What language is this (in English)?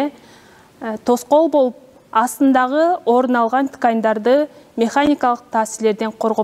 Kyrgyz